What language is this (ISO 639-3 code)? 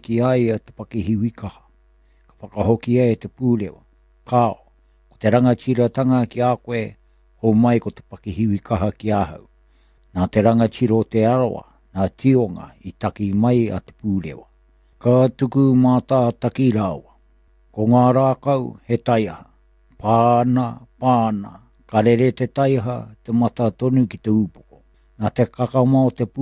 mri